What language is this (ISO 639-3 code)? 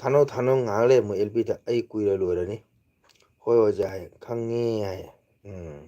mni